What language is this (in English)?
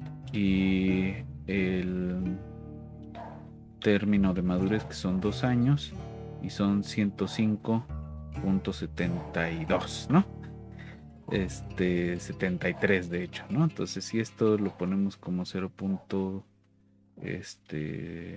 Spanish